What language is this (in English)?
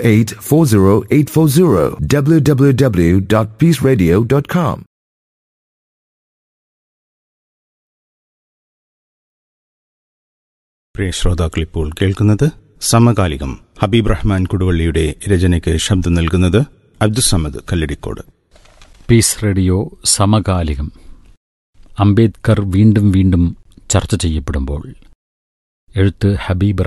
Malayalam